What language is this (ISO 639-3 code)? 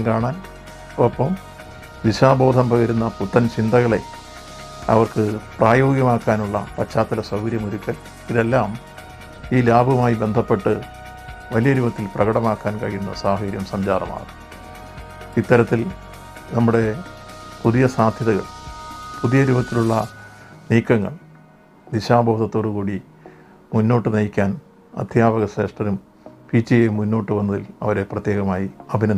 mal